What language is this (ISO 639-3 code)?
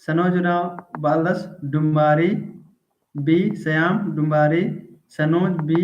kru